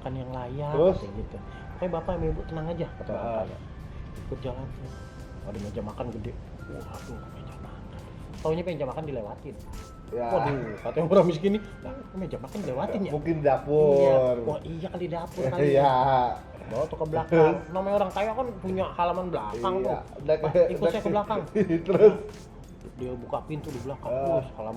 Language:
Betawi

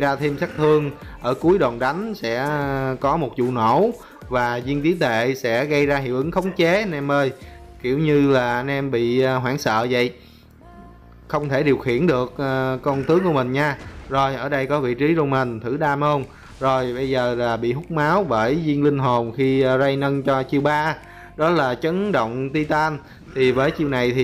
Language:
Vietnamese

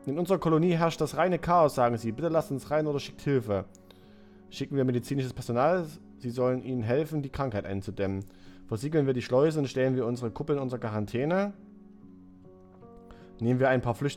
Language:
German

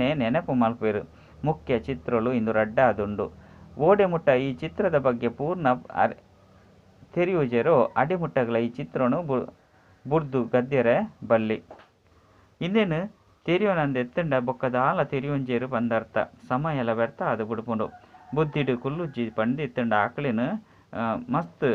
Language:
Tulu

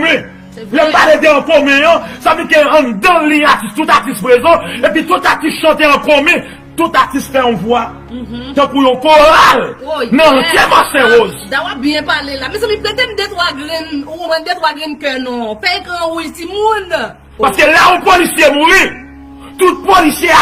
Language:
Haitian Creole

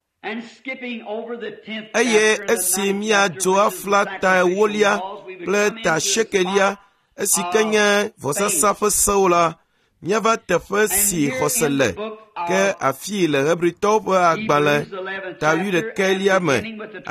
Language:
Ewe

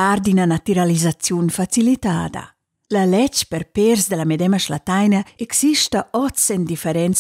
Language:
Romansh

